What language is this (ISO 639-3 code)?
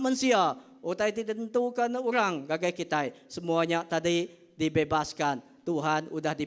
iba